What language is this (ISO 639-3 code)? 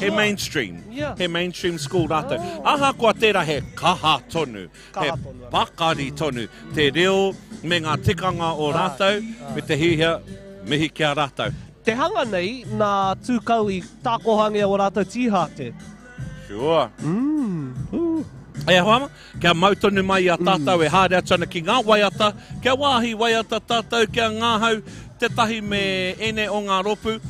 mri